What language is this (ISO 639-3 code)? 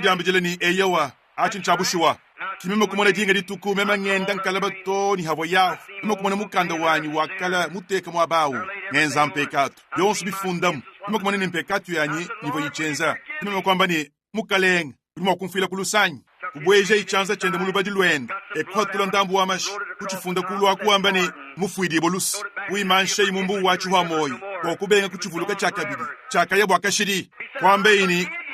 lua